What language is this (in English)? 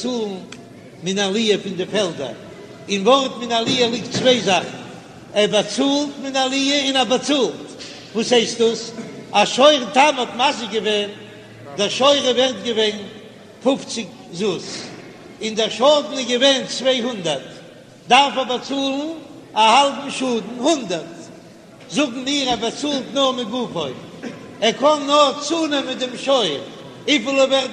Yiddish